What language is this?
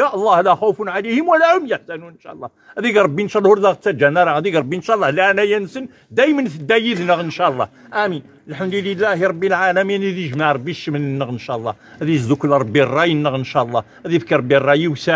Kabyle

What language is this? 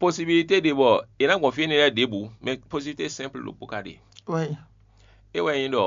Fon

